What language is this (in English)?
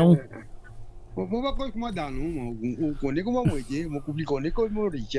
Morisyen